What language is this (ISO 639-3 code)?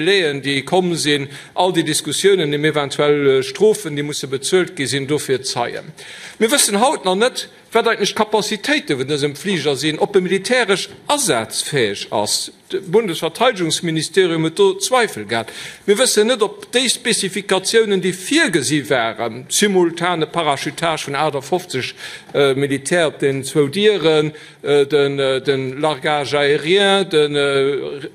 ltz